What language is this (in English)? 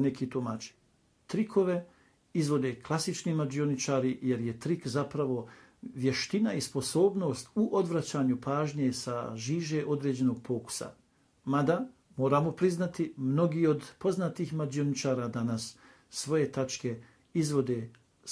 Bosnian